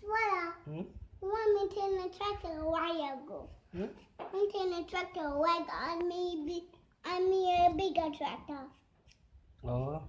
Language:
Jamaican Creole English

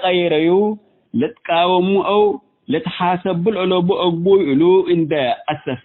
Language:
Tigre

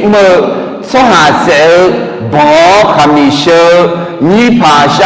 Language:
Akha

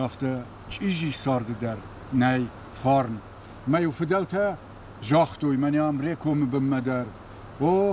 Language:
Ossetic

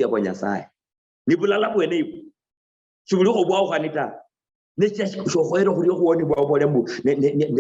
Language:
Luyia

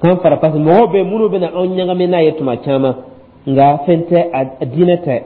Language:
Dyula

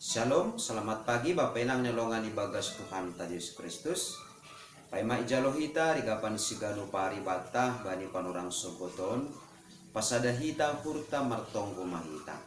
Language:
Batak Simalungun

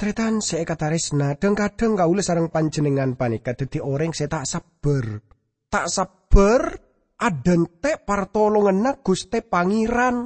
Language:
Madurese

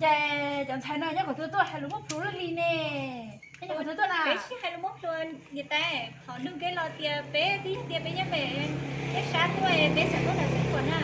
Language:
Hmong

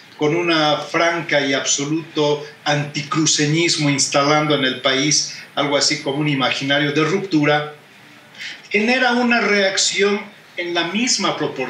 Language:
Spanish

